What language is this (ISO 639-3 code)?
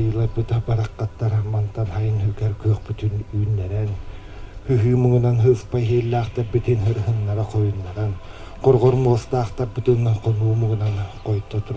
sah